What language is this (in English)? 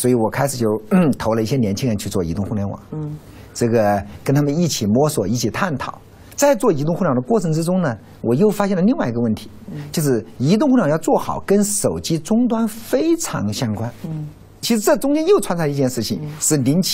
Chinese